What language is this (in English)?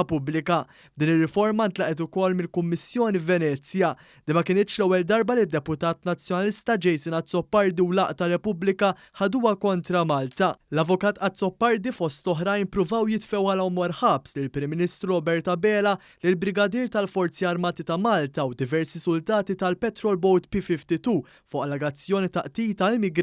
Maltese